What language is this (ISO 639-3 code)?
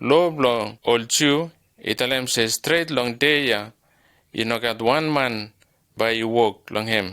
bis